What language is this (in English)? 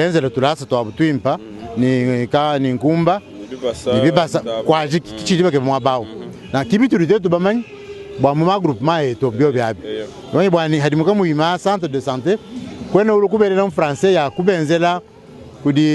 Luba-Lulua